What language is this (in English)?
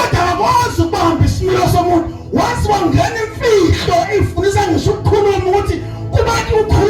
Zulu